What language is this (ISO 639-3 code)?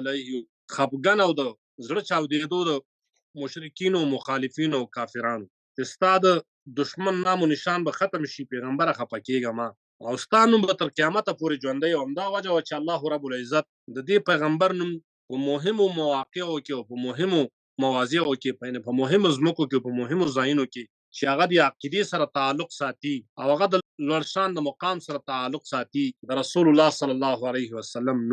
pus